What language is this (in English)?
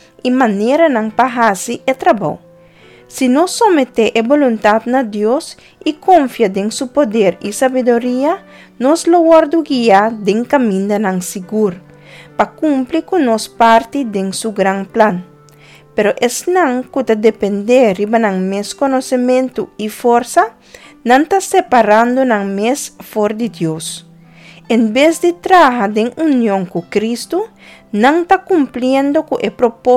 Papiamento